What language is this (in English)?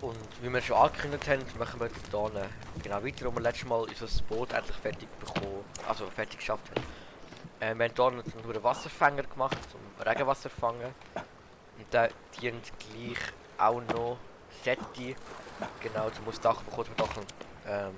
Swiss German